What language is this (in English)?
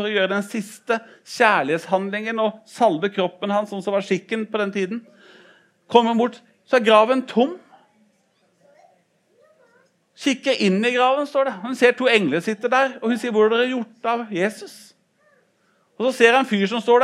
Norwegian